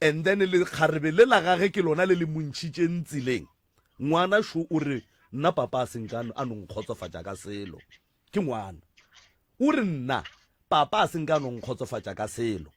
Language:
Northern Sotho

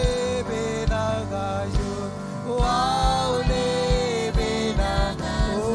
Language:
Marshallese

